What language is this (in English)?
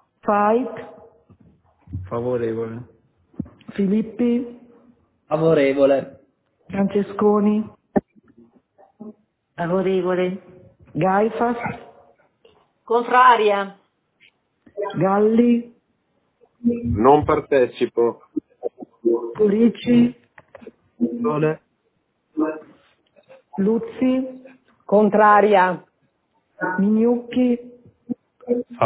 Italian